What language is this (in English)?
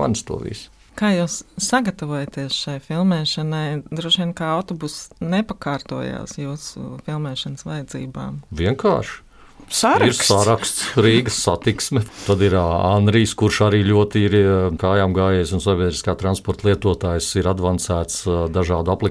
Latvian